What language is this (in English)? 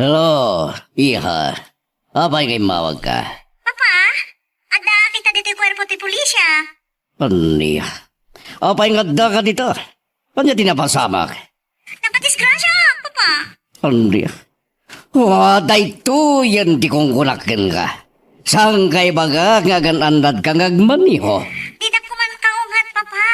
Iloko